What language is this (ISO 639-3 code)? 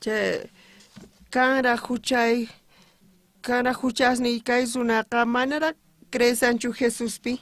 quh